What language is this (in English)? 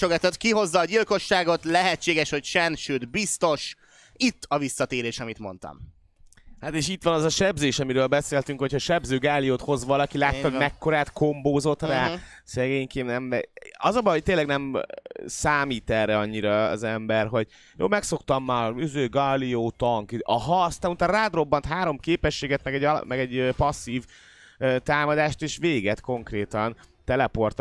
Hungarian